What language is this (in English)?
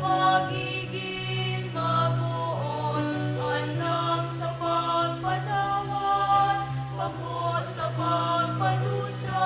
Bikol